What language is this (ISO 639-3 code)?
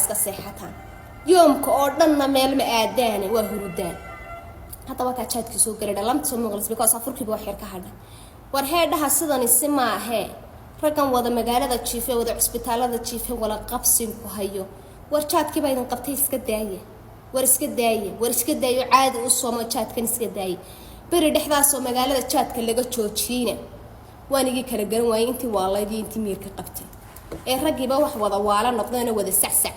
som